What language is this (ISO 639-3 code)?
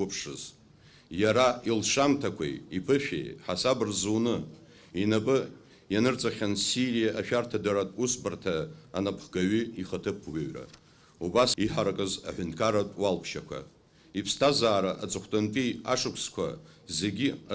abk